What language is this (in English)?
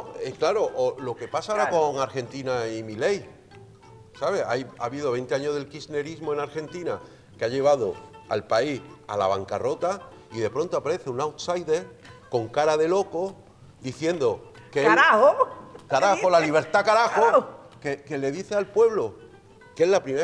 Spanish